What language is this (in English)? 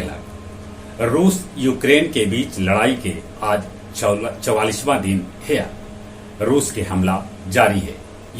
Magahi